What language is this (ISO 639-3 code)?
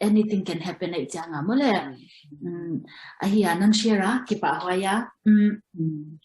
ctd